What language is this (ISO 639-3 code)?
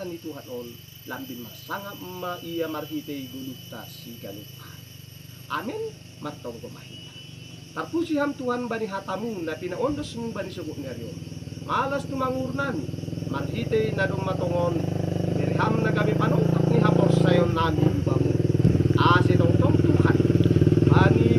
bts